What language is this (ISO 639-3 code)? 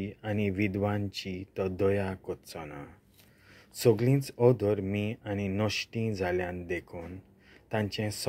kok